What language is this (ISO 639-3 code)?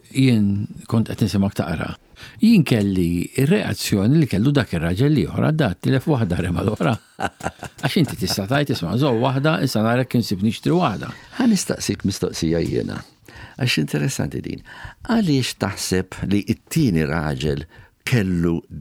mlt